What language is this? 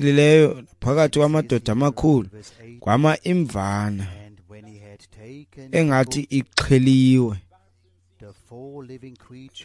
Xhosa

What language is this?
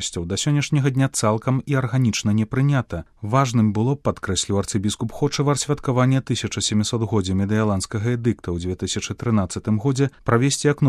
Belarusian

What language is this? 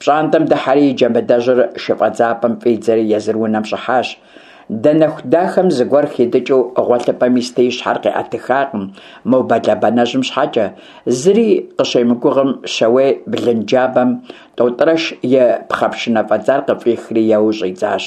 Kabardian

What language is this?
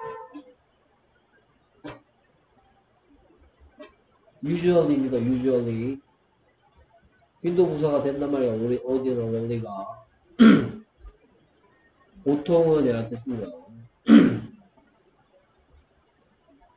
Korean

